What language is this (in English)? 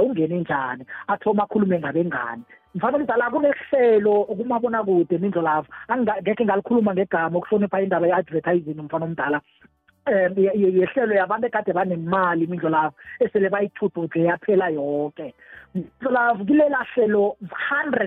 South Ndebele